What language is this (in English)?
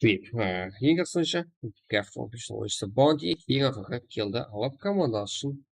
Kara-Kalpak